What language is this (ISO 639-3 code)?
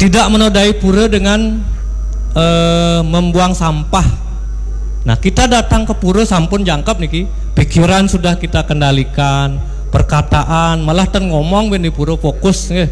ban